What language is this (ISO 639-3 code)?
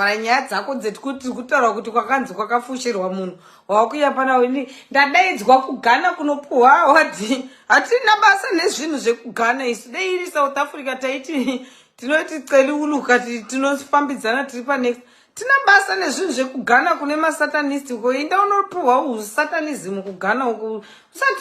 sna